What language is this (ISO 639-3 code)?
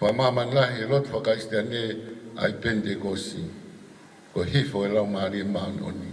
ton